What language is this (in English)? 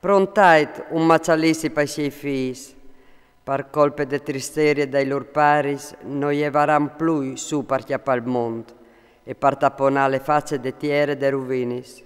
Friulian